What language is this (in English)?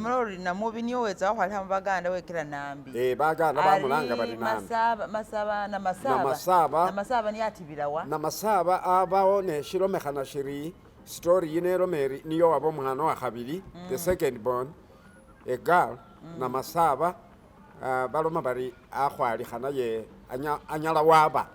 Masaaba